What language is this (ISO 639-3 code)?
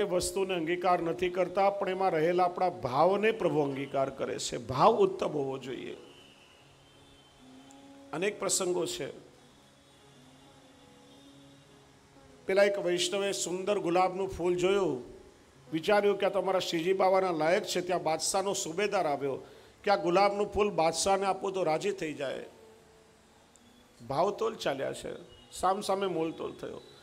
guj